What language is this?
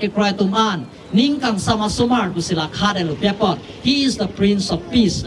Karbi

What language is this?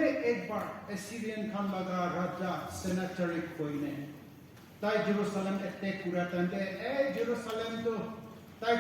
Naga Pidgin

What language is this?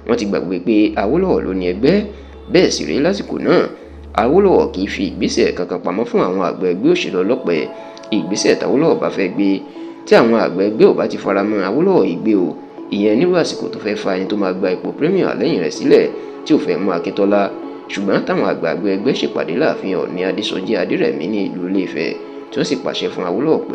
Yoruba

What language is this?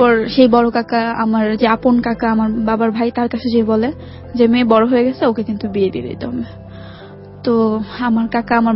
Bangla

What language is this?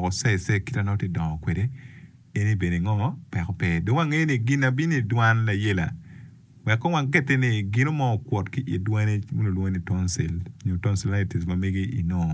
Acoli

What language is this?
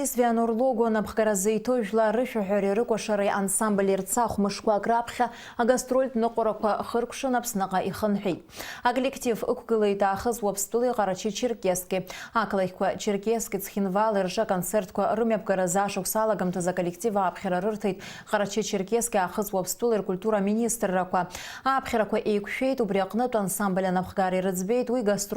Abkhazian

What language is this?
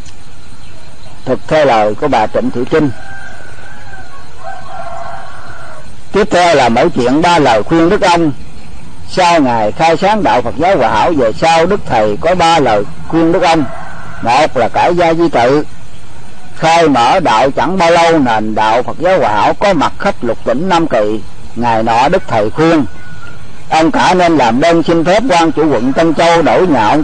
Vietnamese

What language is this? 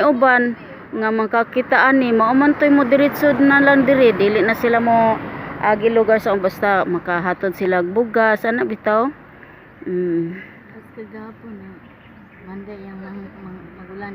Cebuano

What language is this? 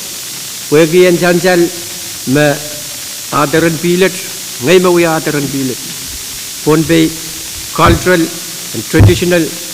Pohnpeian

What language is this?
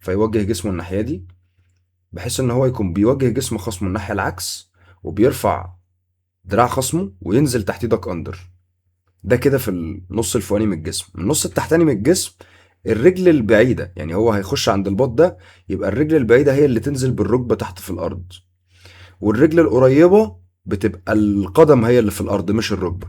Egyptian Arabic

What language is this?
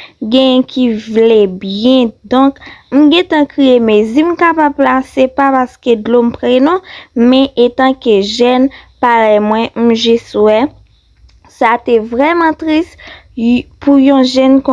Haitian Creole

